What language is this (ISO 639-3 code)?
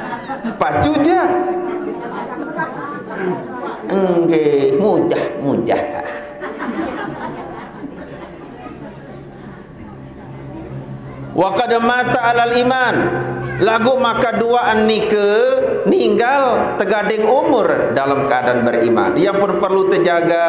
sas